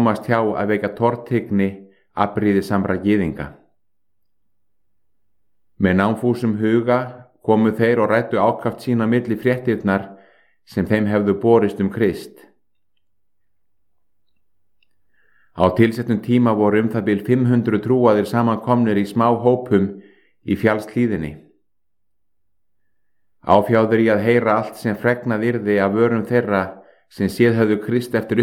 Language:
Icelandic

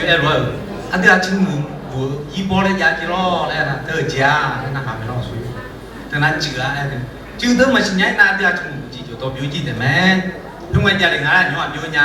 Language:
Akha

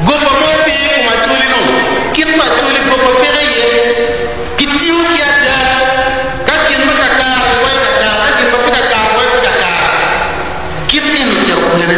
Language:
Acoli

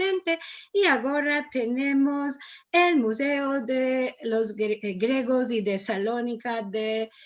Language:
Ladino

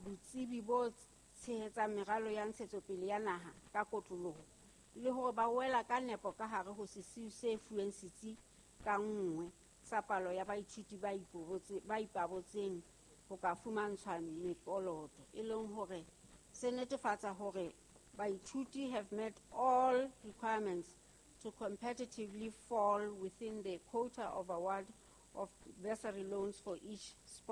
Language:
Southern Sotho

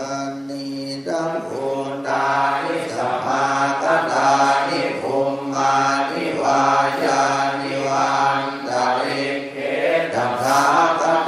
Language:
Pali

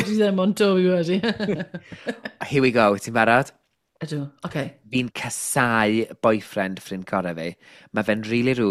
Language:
Welsh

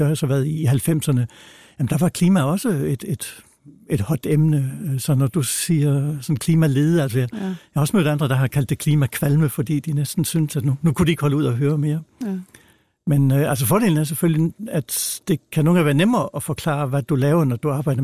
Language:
Danish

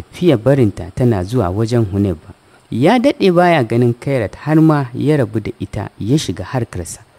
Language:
Hausa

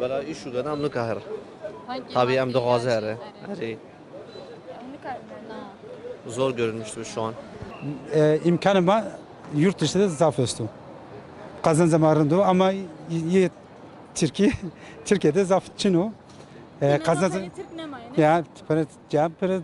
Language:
Kurdish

